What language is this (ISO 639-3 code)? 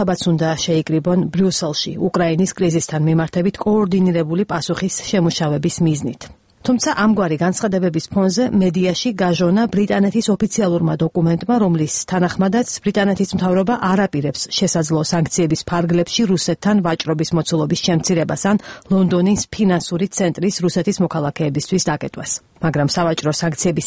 kat